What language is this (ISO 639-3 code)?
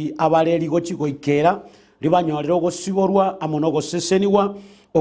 guz